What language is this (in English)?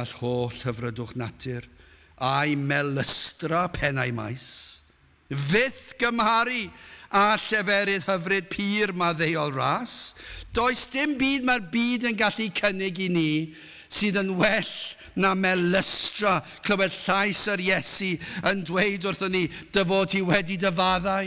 Welsh